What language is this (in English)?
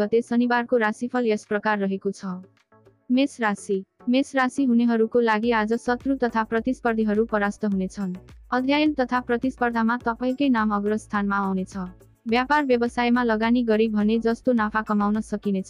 Nepali